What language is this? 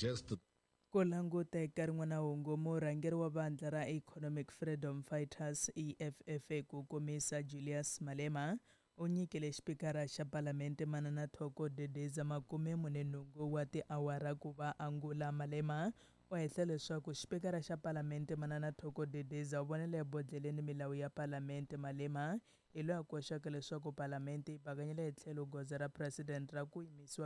Tsonga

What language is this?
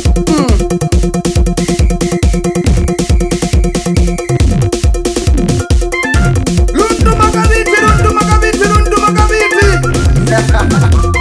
Swahili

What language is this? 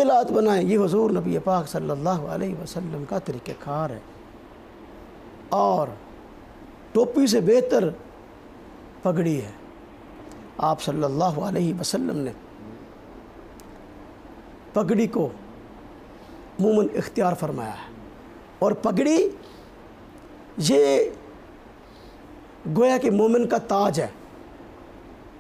Urdu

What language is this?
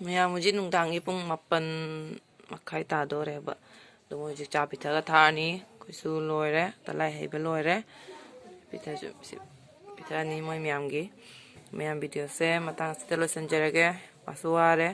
Manipuri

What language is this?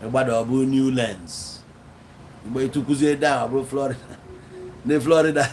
Igbo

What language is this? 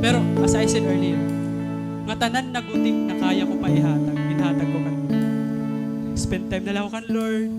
Waray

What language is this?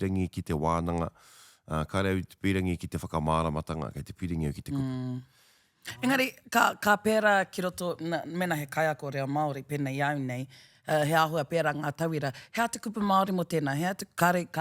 Māori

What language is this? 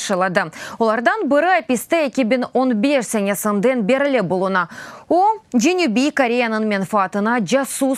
Crimean Tatar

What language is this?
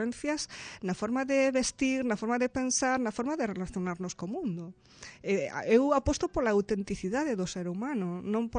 Galician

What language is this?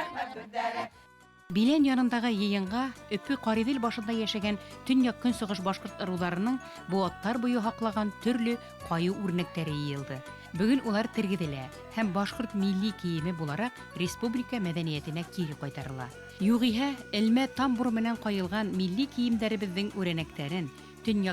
Bashkir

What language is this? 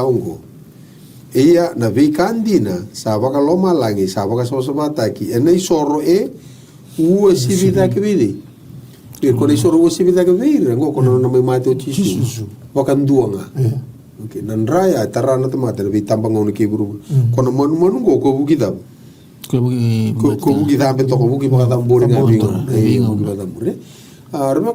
Fijian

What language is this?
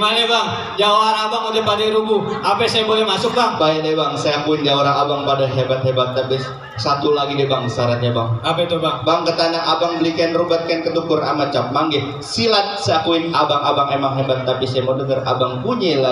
Betawi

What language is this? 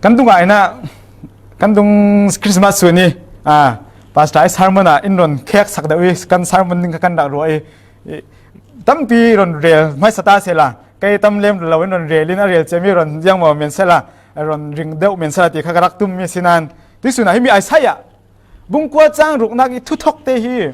Falam Chin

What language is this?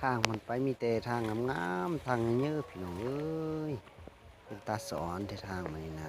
Lao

